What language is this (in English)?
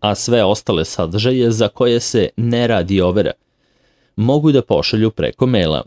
Serbian